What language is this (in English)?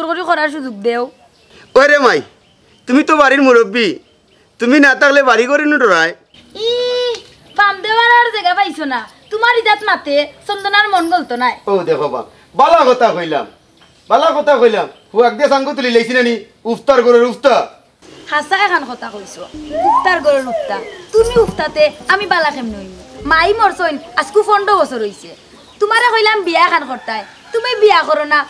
Sylheti